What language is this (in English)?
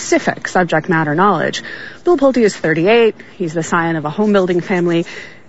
English